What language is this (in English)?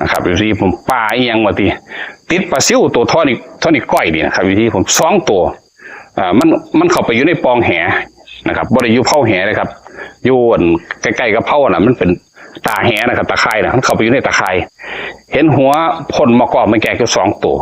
Northeastern Thai